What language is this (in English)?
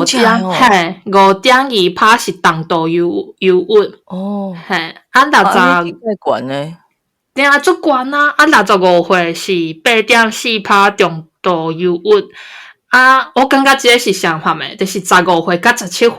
Min Nan Chinese